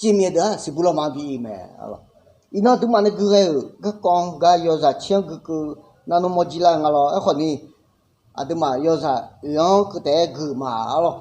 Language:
Akha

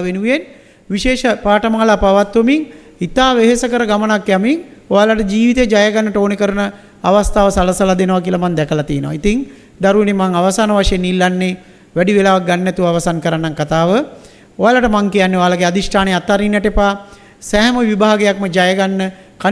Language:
Sinhala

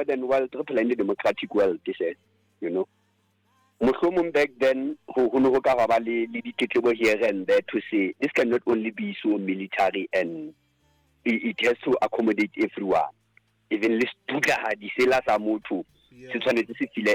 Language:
Southern Sotho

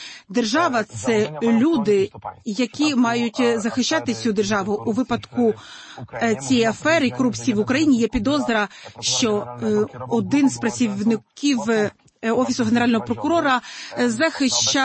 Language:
Ukrainian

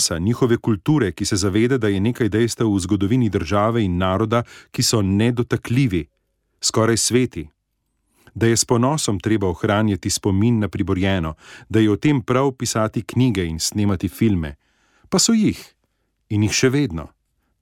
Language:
Slovenian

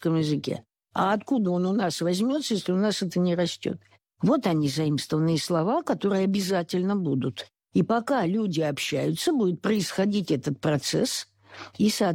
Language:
Russian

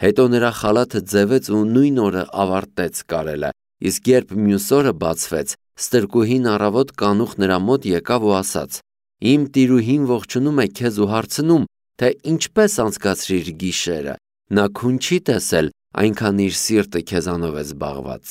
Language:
Armenian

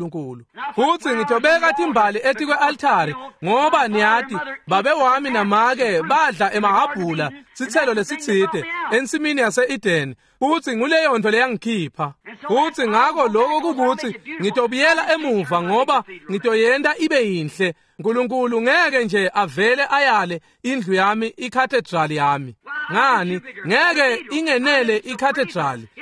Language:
Swati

